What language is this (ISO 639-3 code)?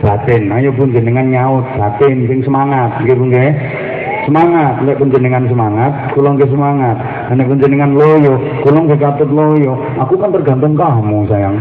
jav